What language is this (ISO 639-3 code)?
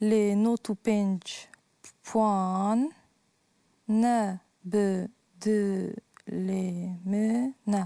kur